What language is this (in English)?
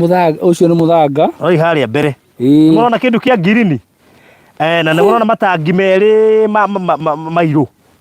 Kikuyu